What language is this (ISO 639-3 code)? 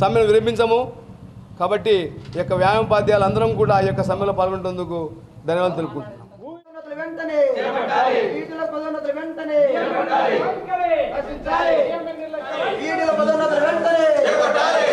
tel